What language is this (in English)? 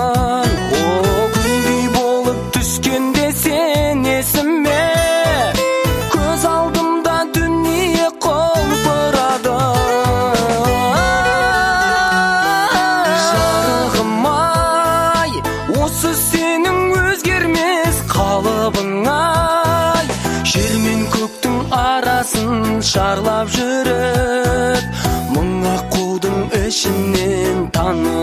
Kazakh